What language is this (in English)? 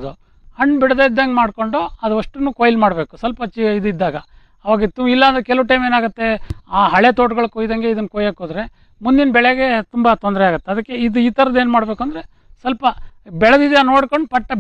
Kannada